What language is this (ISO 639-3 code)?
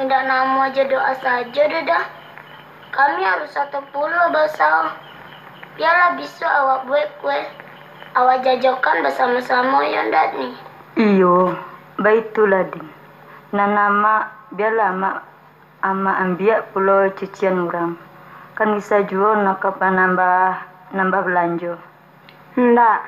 min